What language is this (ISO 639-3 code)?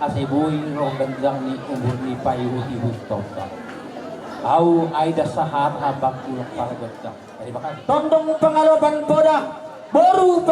bbc